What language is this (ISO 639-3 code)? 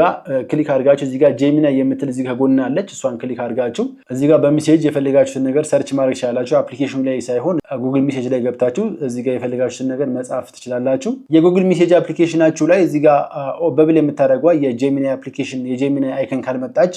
amh